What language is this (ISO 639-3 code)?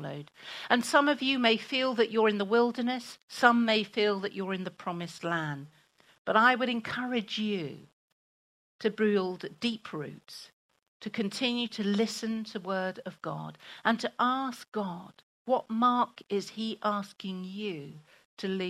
eng